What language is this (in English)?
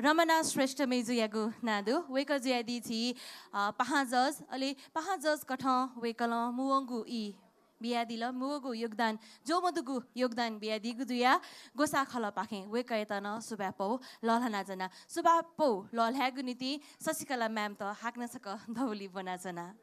Newari